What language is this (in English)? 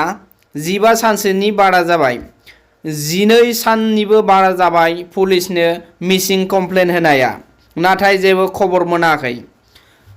Bodo